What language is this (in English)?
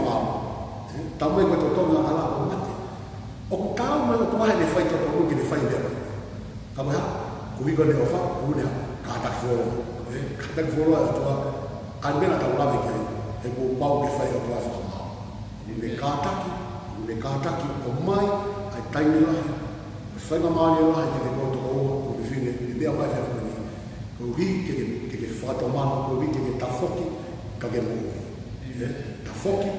Tongan